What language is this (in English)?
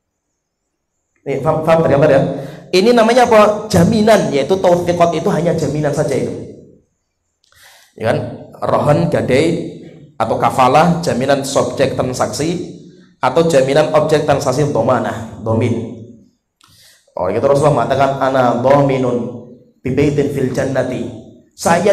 Indonesian